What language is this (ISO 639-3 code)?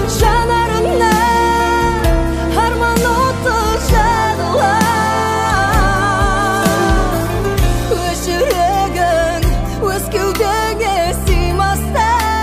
kaz